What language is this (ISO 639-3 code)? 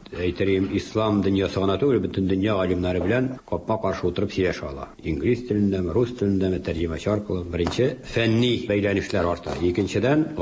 tat